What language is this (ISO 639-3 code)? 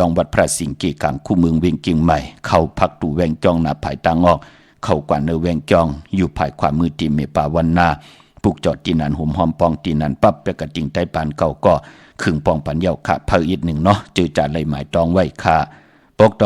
shn